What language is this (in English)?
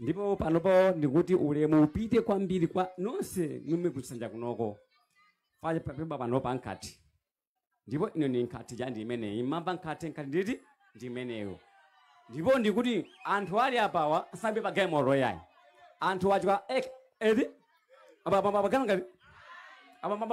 Nyanja